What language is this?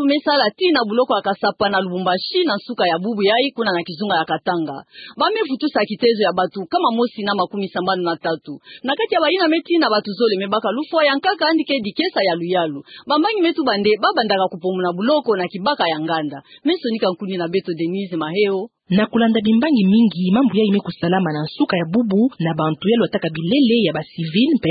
Kituba (Democratic Republic of Congo)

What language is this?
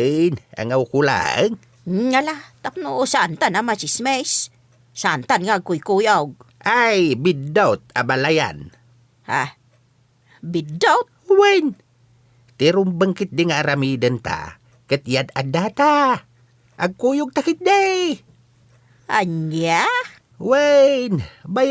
Iloko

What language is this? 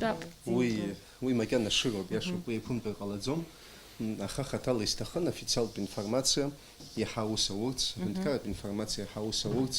Abkhazian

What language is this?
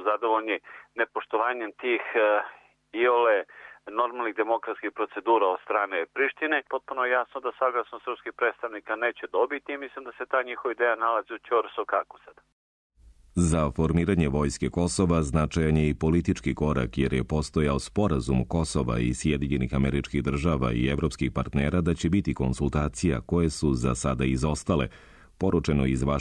Serbian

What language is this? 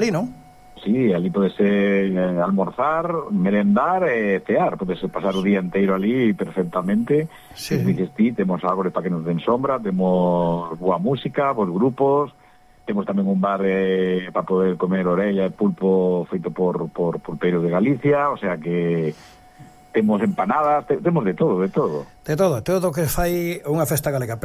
Galician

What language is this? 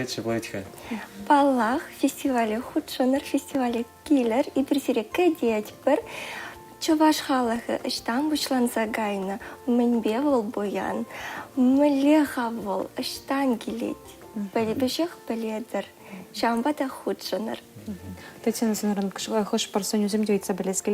Chuvash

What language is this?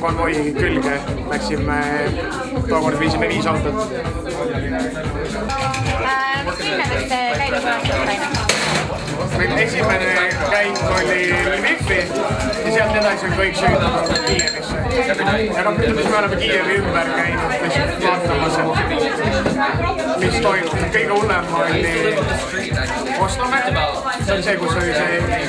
Estonian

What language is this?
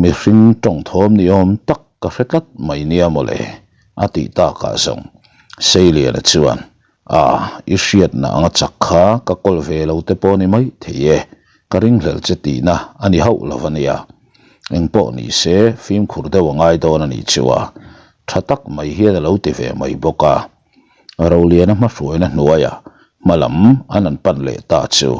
Mizo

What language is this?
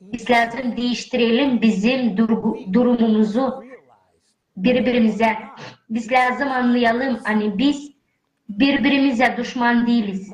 Gagauz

